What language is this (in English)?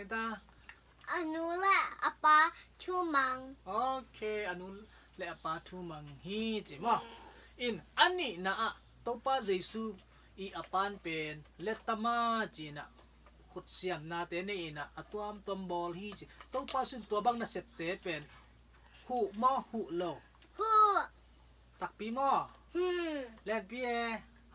Tedim Chin